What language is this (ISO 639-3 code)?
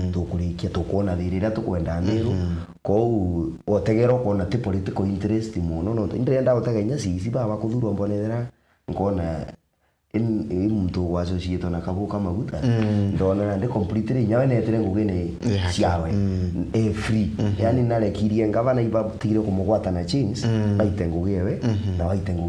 mer